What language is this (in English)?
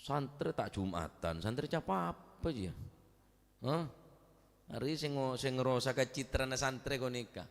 Madurese